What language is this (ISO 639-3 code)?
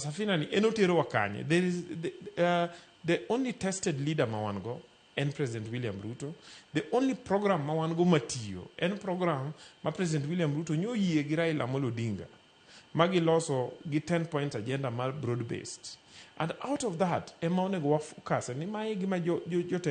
luo